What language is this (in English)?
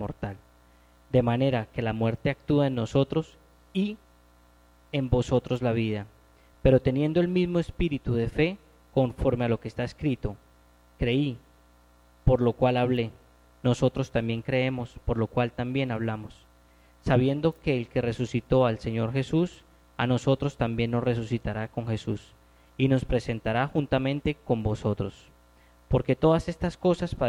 Spanish